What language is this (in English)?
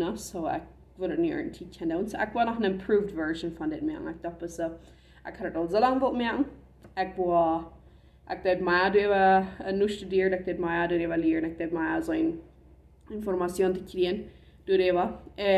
Plautdietsch